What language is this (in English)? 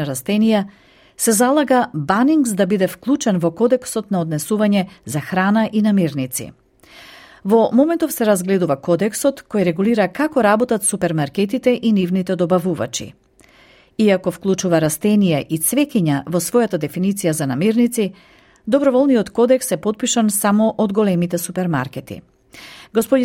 Macedonian